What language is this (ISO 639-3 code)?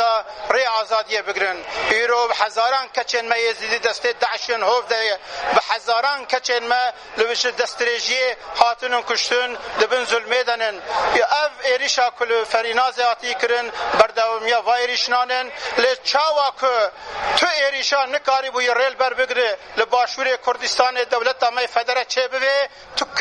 kur